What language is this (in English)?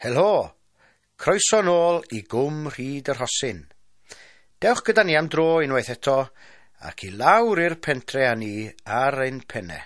Welsh